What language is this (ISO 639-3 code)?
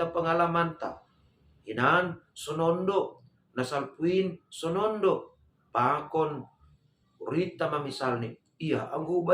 bts